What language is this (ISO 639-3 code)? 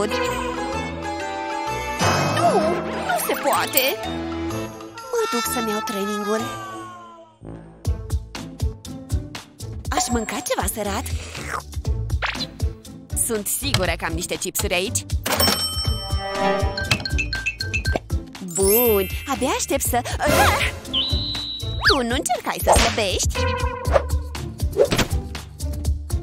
ron